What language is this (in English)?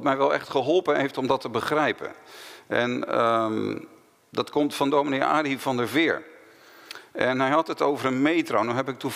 Dutch